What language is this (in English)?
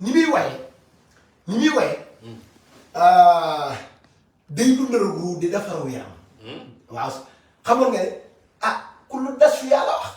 Wolof